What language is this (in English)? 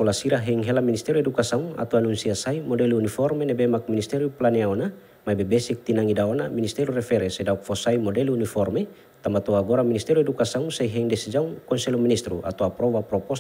Tetum